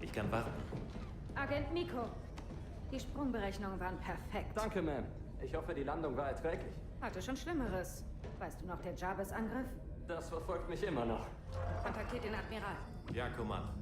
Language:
Swiss German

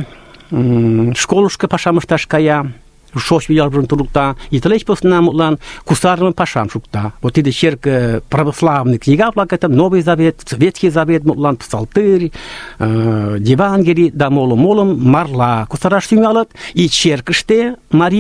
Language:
Mari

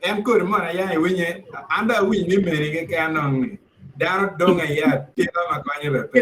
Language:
Acoli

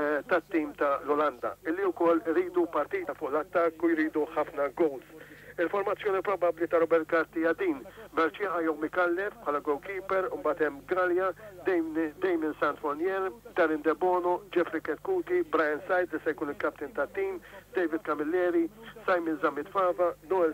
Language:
Maltese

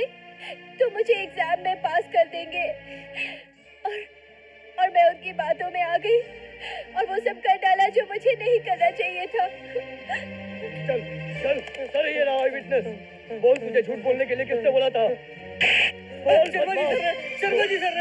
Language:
Hindi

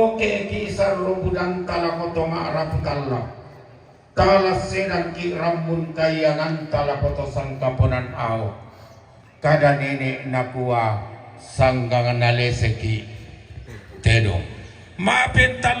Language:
Toraja-Sa'dan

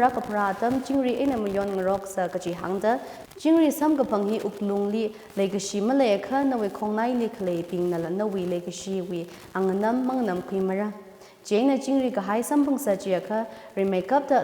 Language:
Tangkhul Naga (India)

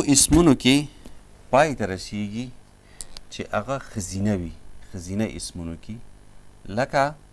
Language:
Pashto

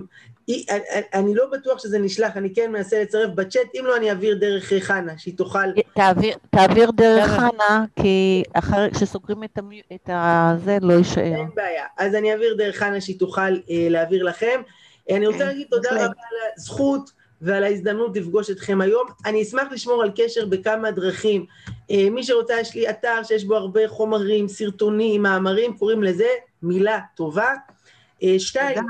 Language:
Hebrew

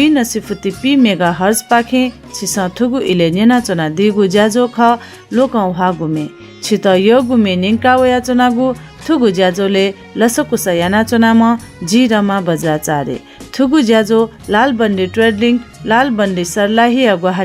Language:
Newari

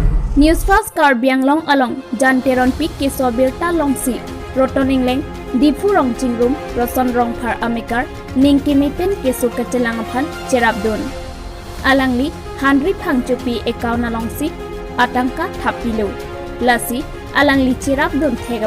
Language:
Karbi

